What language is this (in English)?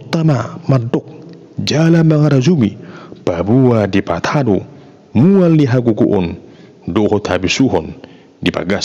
Batak Toba